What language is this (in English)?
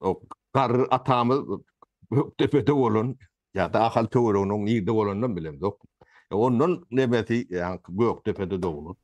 Turkmen